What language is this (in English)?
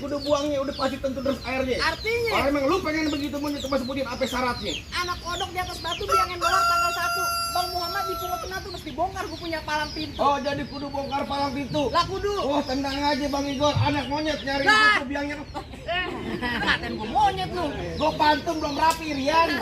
Betawi